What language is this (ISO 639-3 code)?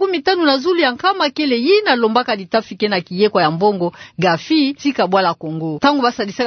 ktu